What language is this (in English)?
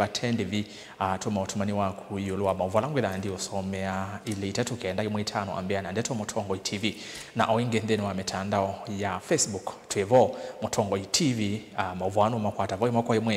Kamba